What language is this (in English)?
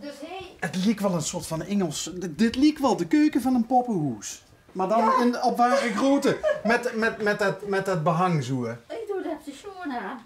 Limburgish